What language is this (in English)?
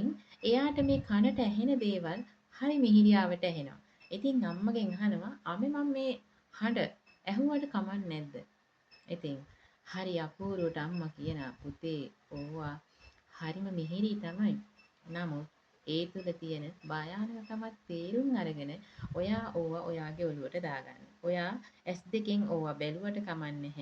Sinhala